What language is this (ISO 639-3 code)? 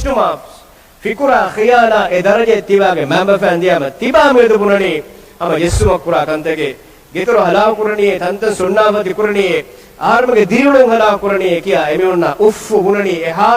div